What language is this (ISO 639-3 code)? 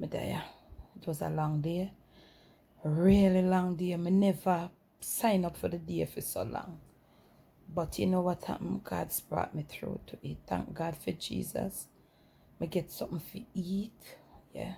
jam